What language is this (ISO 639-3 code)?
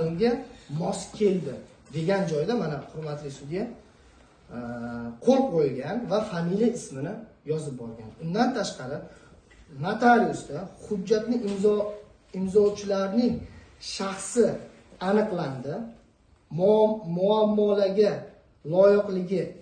uzb